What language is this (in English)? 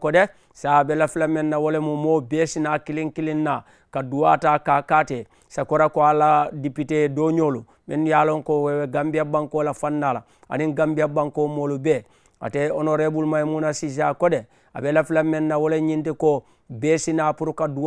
Mandingo